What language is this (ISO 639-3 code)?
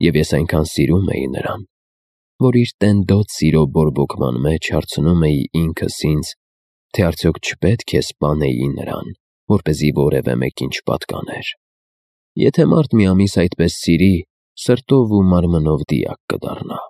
hye